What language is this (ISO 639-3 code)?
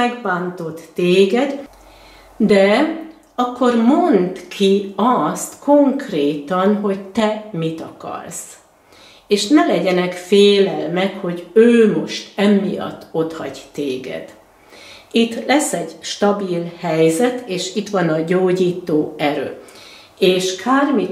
hun